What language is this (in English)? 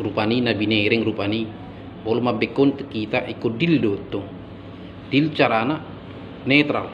Batak Toba